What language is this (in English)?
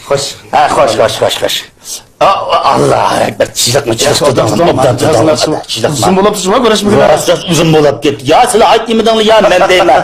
Uyghur